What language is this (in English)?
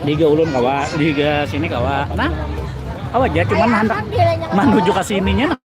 Banjar